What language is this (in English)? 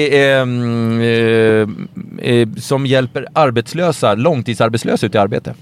Swedish